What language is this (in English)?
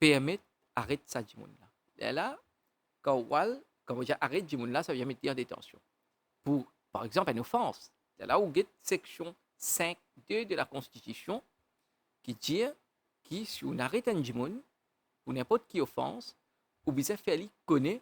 Morisyen